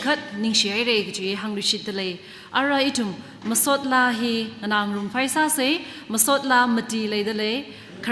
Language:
Tangkhul Naga (India)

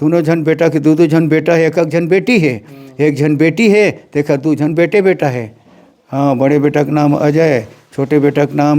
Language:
Chhattisgarhi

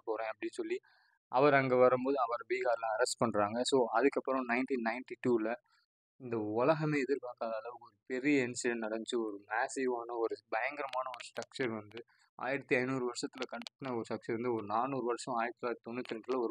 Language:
Tamil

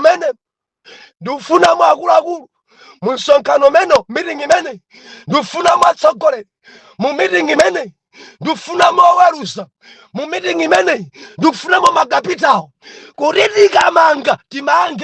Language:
Nyanja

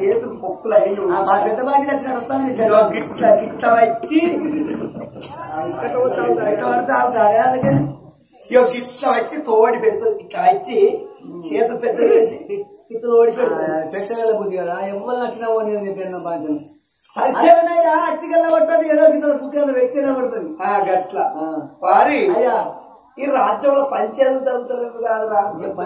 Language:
Telugu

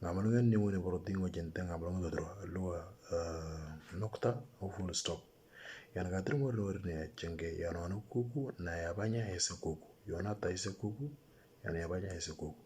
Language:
Moro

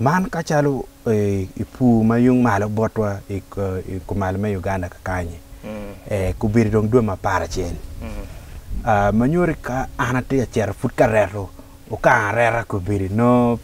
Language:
Acoli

